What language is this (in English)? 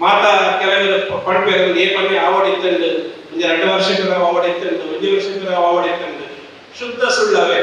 Tulu